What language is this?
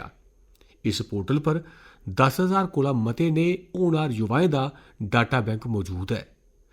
Dogri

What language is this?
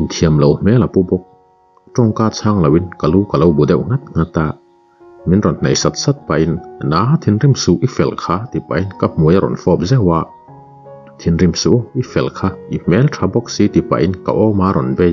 Mizo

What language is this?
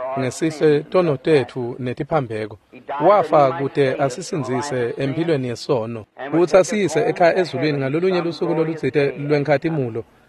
Swati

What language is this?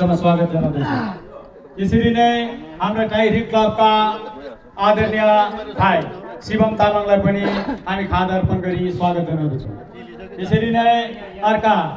Nepali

